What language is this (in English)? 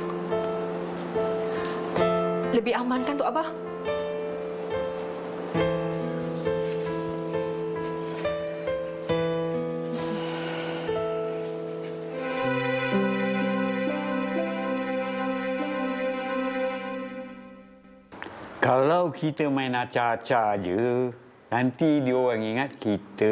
Malay